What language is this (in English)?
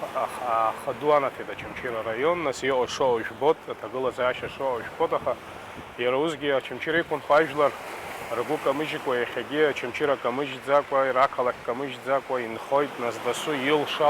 Abkhazian